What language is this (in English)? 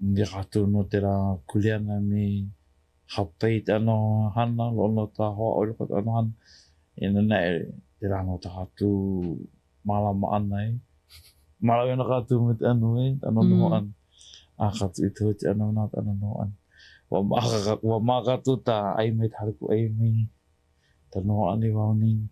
Hawaiian